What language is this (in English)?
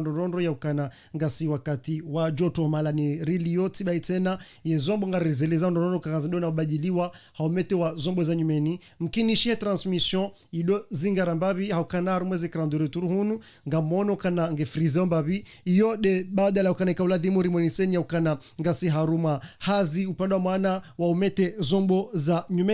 Ngazidja Comorian